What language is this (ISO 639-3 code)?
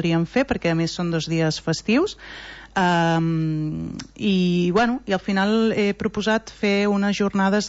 cat